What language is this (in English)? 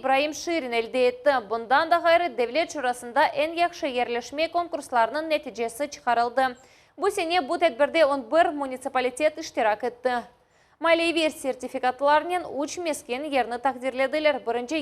Crimean Tatar